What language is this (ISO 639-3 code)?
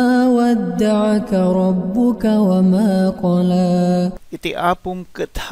ilo